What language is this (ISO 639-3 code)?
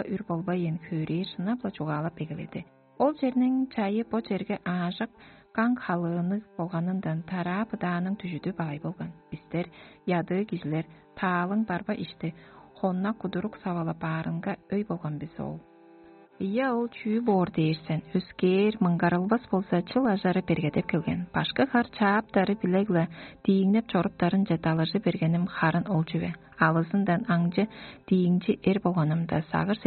tyv